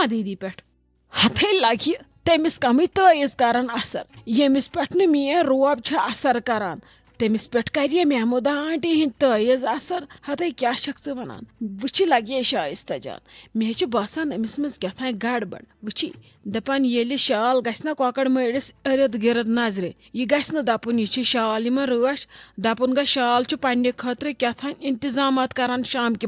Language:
Kashmiri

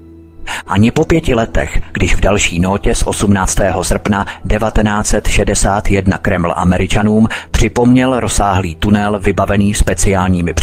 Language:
Czech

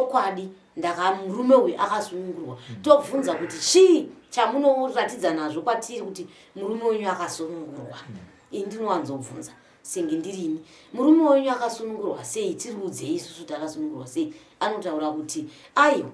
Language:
Shona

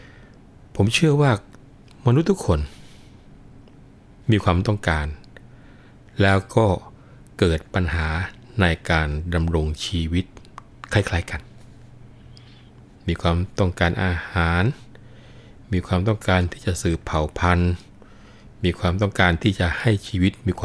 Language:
Thai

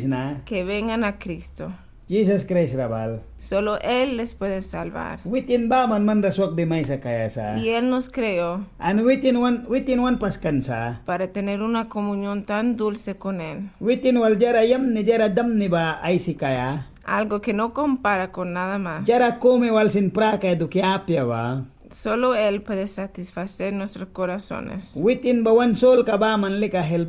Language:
Mískito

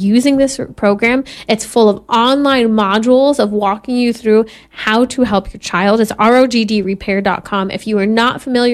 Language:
English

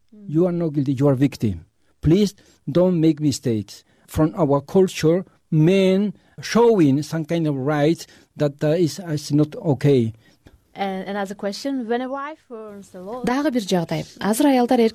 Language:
Kyrgyz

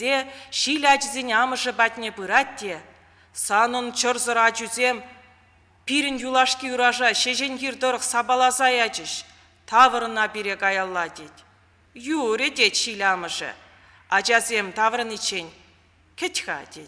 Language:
Chuvash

